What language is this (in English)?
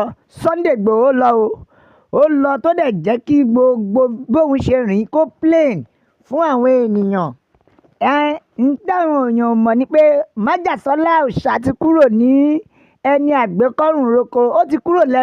Yoruba